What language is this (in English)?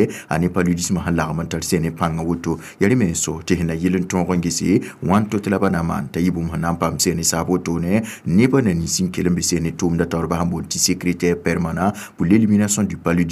Mossi